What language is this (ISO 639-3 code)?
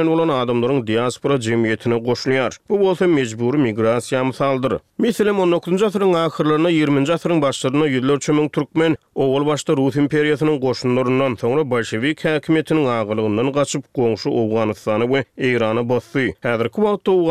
tuk